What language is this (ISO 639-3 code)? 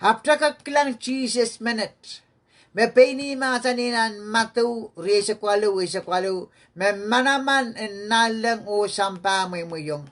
pon